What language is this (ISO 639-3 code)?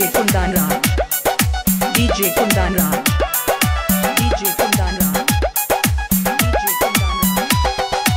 bho